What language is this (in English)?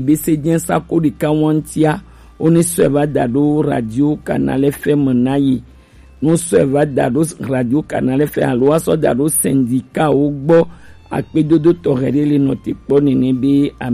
Gen